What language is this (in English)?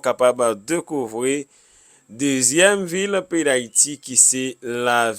Haitian Creole